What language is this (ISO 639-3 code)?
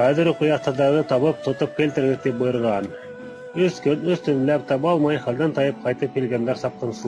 bak